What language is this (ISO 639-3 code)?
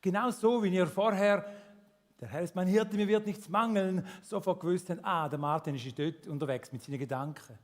gsw